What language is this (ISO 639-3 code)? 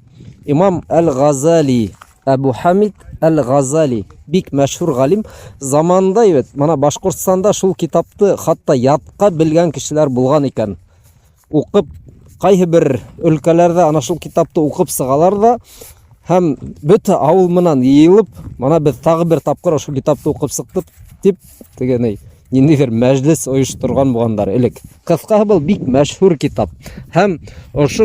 bak